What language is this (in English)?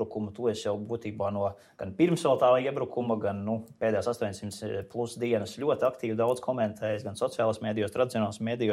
Latvian